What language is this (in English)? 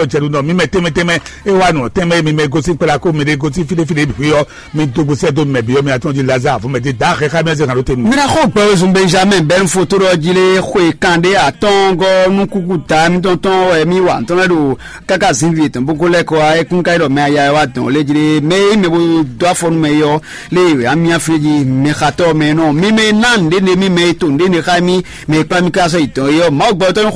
Fon